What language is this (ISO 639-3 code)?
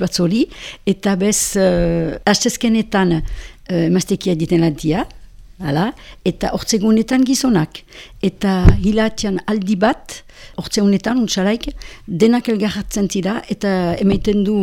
eus